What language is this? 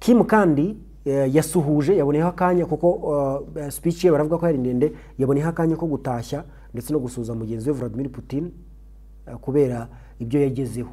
Kinyarwanda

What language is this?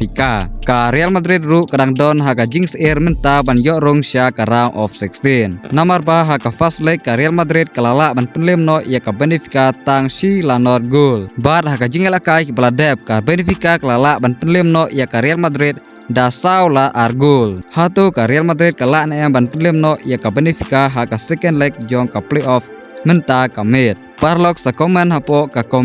Khasi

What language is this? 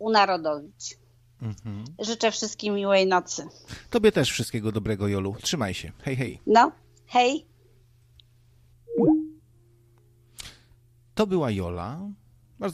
Polish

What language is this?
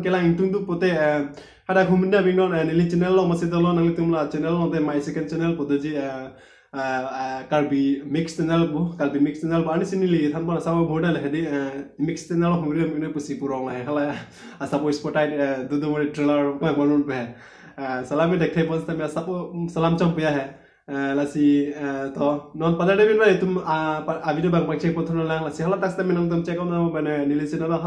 Karbi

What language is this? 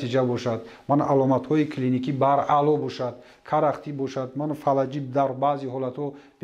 Tajik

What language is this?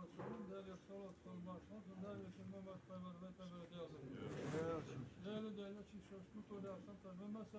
Ingush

